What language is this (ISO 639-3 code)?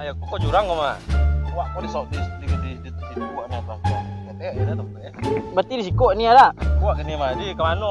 min